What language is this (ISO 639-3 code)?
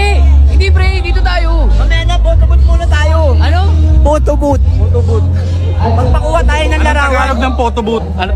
fil